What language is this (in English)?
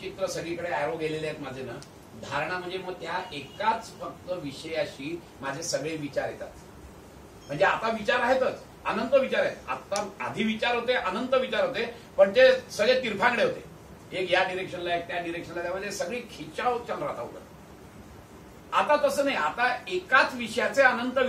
Marathi